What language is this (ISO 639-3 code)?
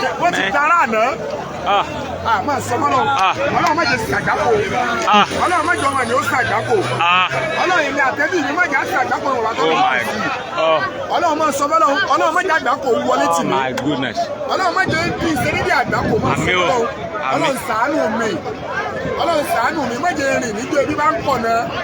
yor